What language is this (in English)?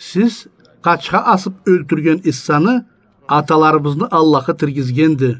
Karachay-Balkar